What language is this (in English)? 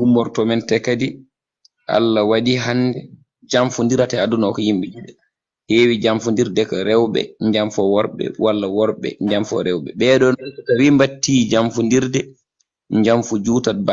Fula